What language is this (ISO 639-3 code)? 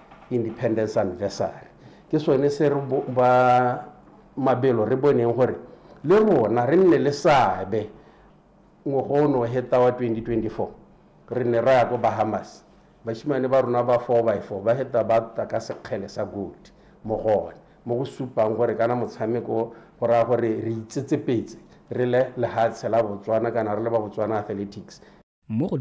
tsn